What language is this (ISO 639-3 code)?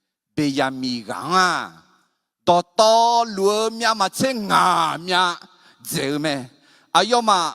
ahk